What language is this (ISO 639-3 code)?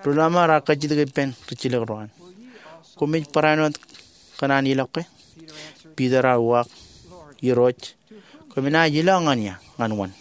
mah